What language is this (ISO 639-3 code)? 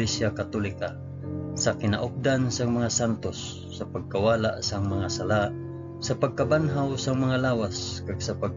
hil